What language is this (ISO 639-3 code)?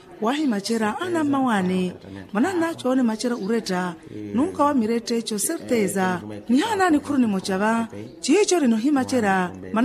vmw